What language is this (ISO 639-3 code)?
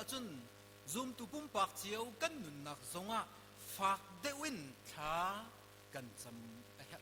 cnh